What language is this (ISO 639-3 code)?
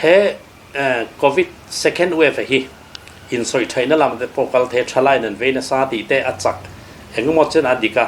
lus